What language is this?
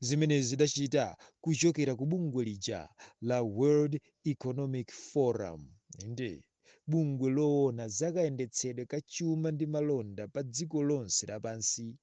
Nyanja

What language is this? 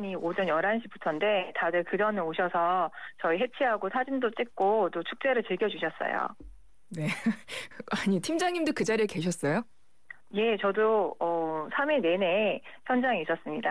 Korean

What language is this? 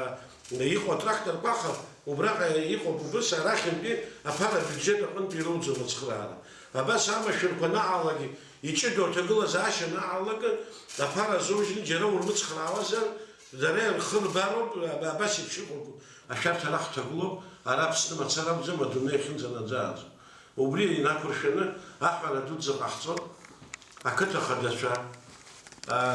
Abkhazian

